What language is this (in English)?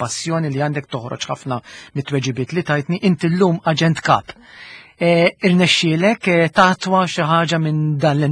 Maltese